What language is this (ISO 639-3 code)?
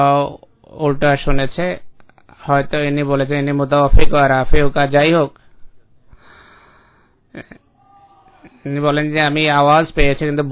ben